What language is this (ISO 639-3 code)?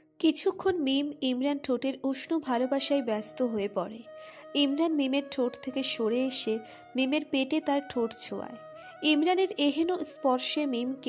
ben